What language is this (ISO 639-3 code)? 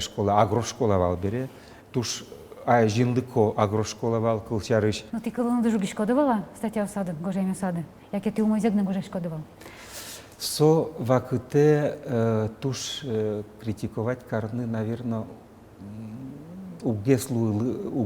udm